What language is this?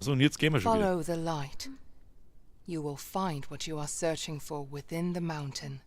Bavarian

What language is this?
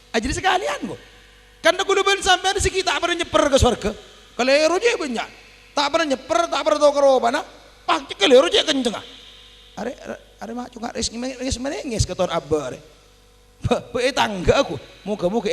Madurese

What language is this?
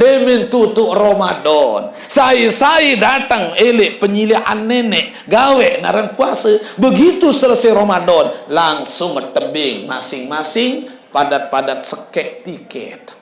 Sasak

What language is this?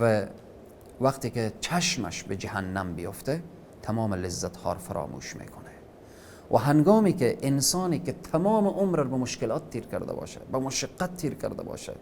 Persian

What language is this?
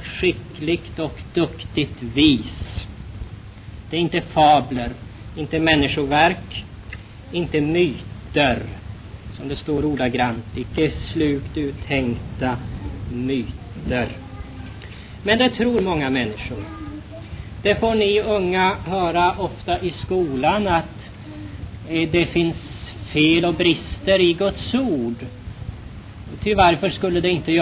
Swedish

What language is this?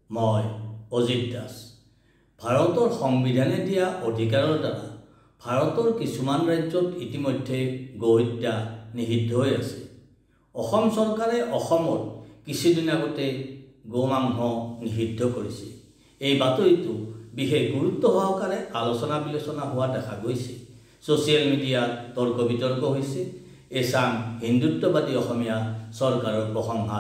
Assamese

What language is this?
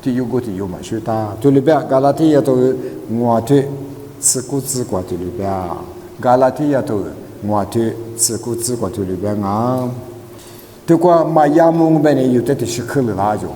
Lisu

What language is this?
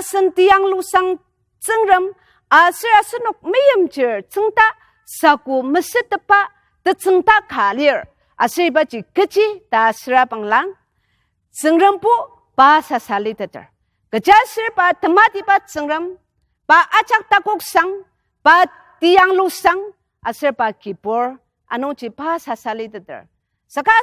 Ao Naga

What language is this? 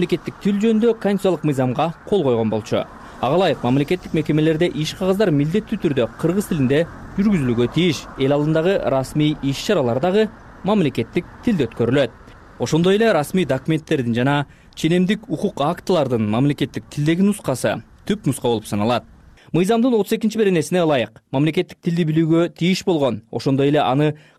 Kyrgyz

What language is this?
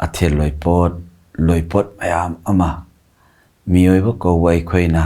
Manipuri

